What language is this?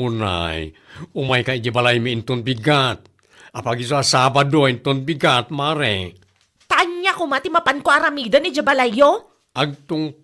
Iloko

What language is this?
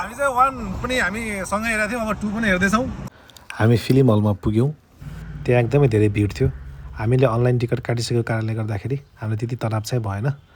Nepali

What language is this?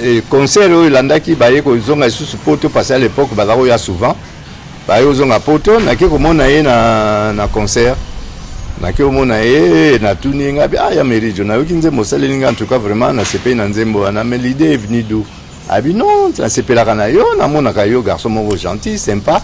Lingala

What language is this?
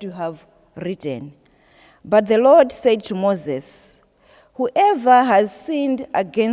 English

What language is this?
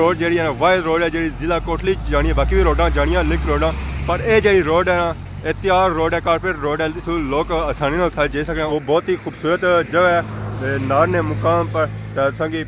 Pahari-Potwari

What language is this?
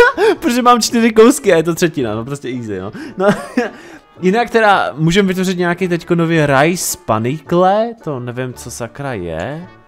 Czech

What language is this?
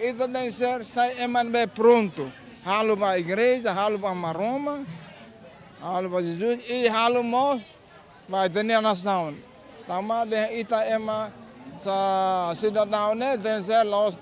Tetum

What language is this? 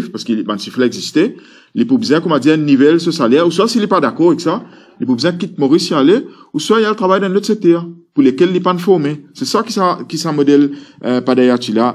Morisyen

